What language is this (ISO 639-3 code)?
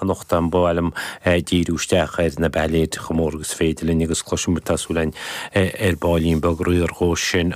gle